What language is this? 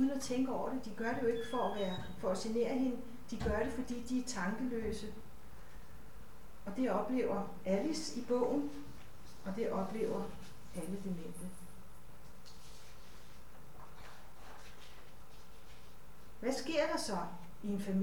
Danish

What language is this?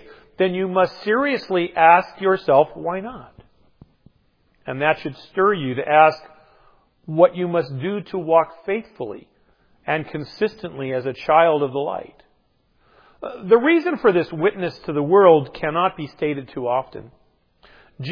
English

